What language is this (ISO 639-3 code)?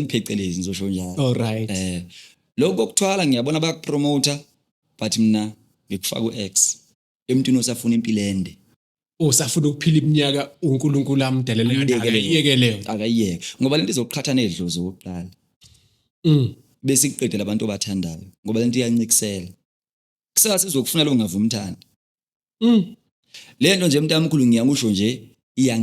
zul